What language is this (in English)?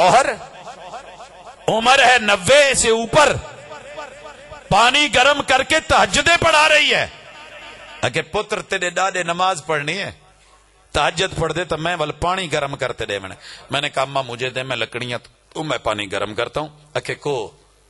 Western Panjabi